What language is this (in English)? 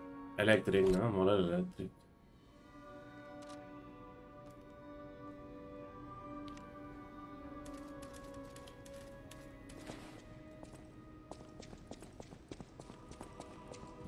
Catalan